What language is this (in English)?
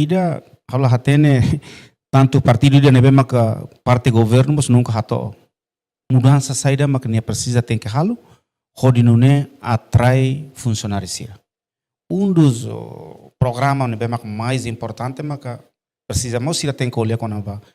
Tetum